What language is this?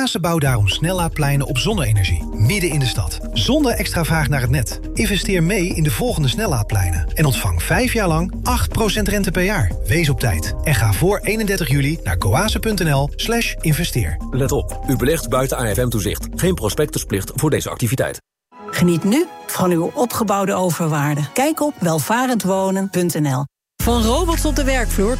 Dutch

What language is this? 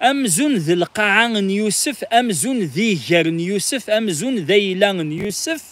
Kabyle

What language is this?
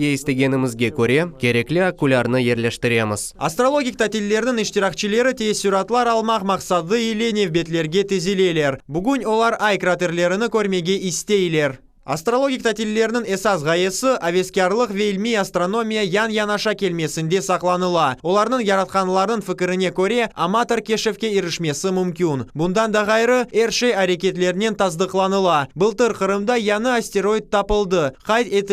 Crimean Tatar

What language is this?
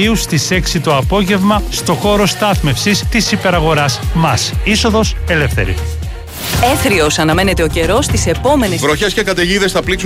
Greek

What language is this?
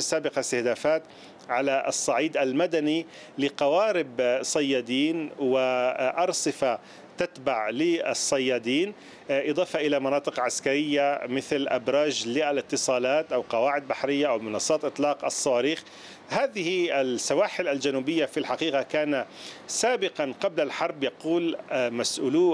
Arabic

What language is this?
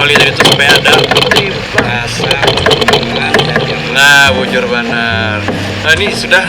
Banjar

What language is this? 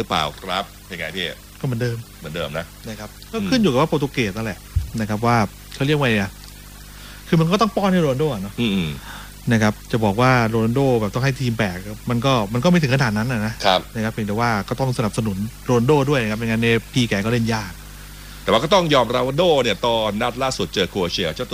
Thai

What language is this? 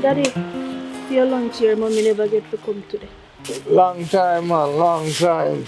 Jamaican Creole English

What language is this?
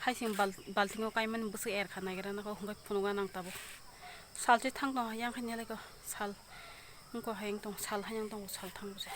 Kok Borok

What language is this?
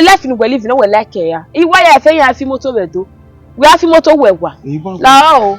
Bini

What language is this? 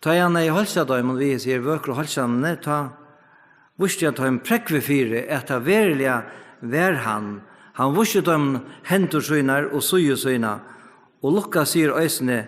Faroese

